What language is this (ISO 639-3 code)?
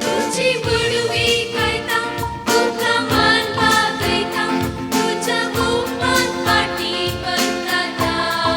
kok